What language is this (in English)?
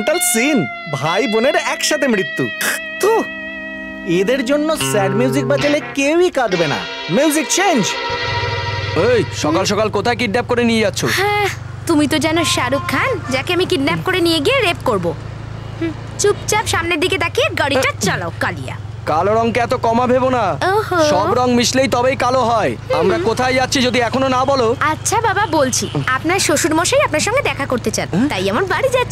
Bangla